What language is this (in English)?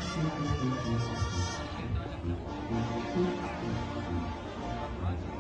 Spanish